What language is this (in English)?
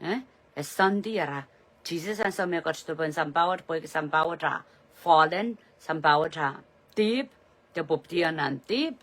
Pohnpeian